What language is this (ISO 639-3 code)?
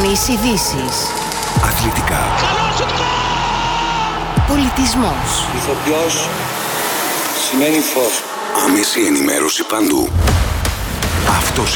ell